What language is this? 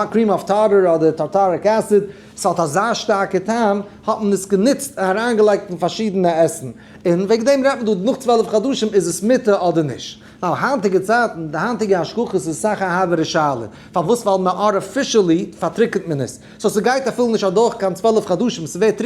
Yiddish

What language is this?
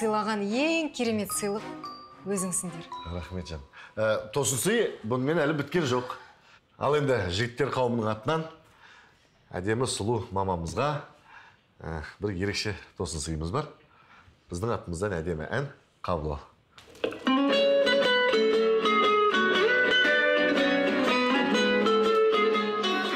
Kazakh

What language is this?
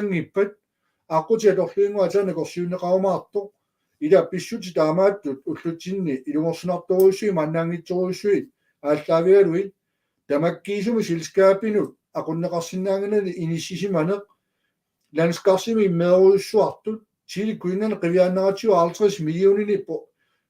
Kalaallisut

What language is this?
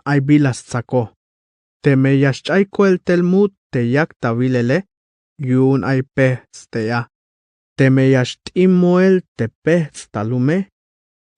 Tzeltal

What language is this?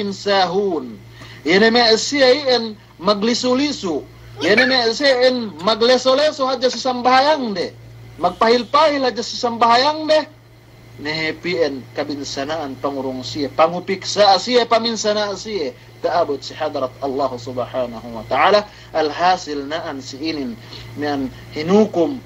Yakan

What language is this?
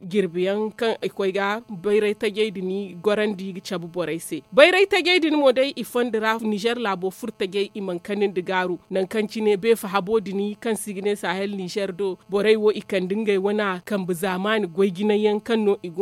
Zarma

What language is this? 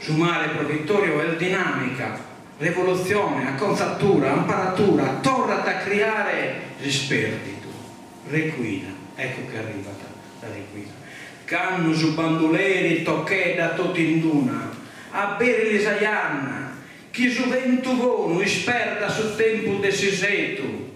Sardinian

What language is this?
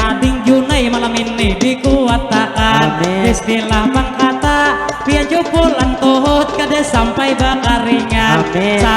Banjar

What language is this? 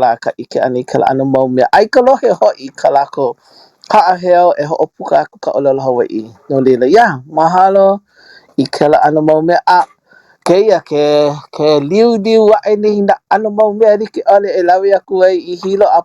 Hawaiian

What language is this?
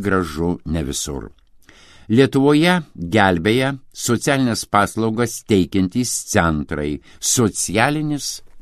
Lithuanian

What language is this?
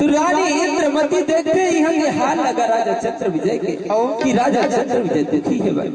Chhattisgarhi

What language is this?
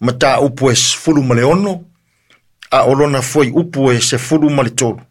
Samoan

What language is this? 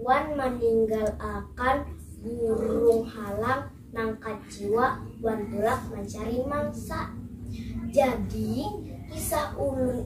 Banjar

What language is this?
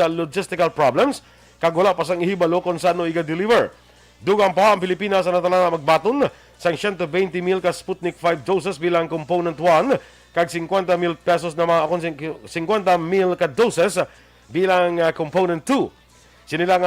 Hiligaynon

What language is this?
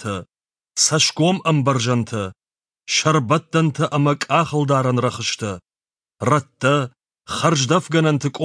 Ossetic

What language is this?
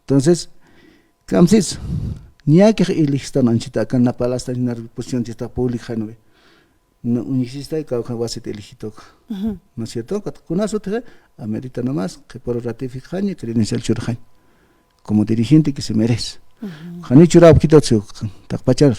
Aymara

